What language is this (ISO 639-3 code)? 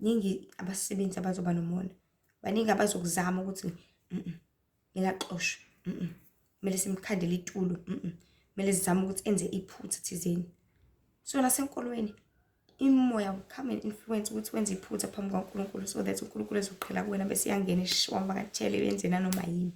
zul